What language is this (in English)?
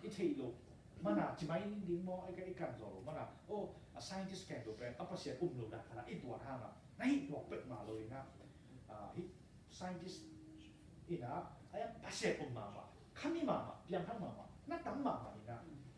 Tedim Chin